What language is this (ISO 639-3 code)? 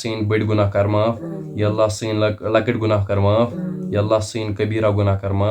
kas